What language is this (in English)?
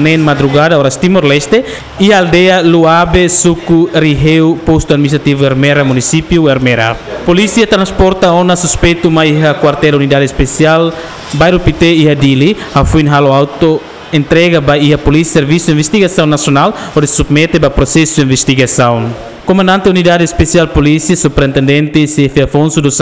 Tetum